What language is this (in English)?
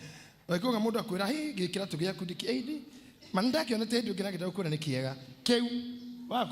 Kikuyu